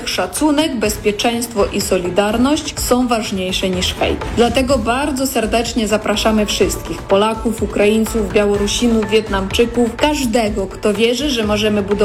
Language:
Polish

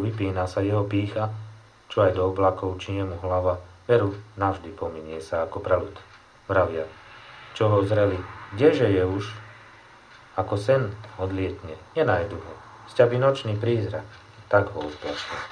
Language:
Slovak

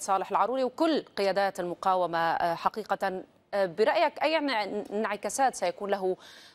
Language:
Arabic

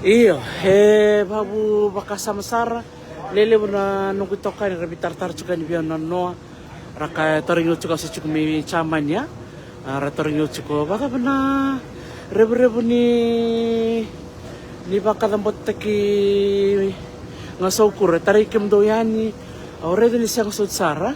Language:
Fijian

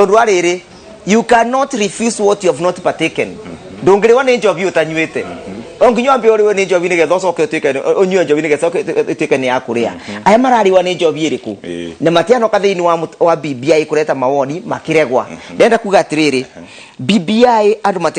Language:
Kikuyu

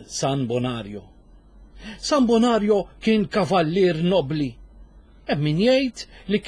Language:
Maltese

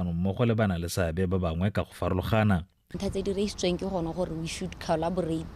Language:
Tswana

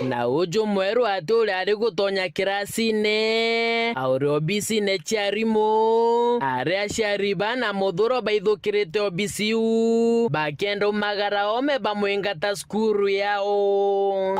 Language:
Meru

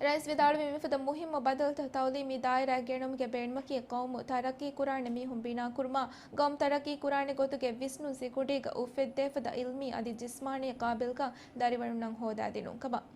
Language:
Divehi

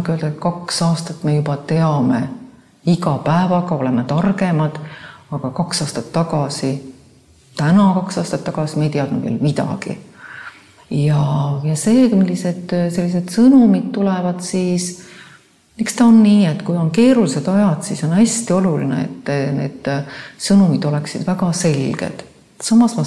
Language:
Estonian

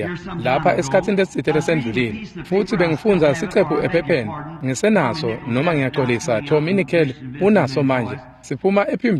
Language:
Swati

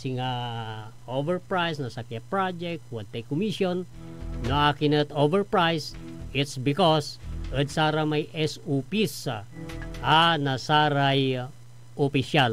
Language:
Pangasinan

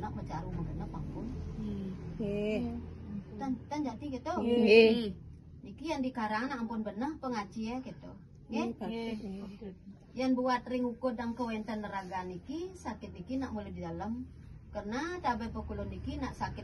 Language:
Balinese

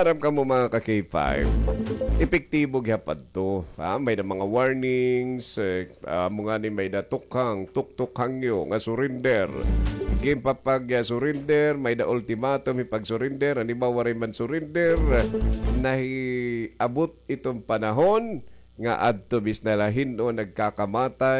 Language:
Waray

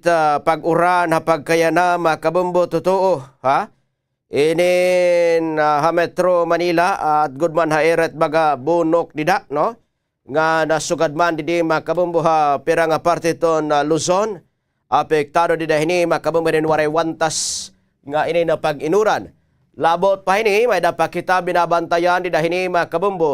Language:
Waray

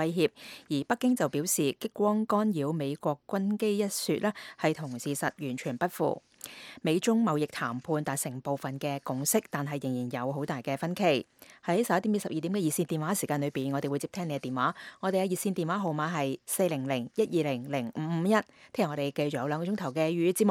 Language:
Cantonese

